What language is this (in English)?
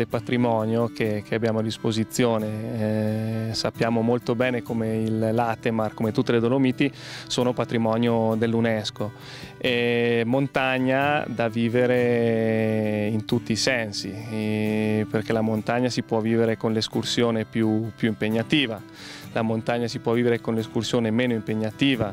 Italian